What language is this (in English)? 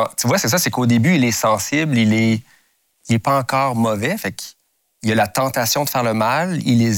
French